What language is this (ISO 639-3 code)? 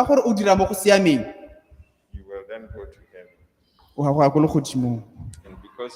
tsn